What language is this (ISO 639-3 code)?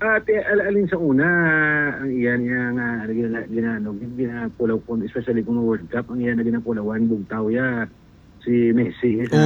hil